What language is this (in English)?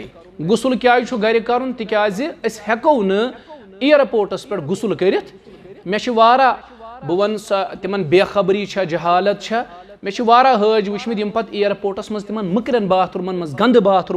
Kashmiri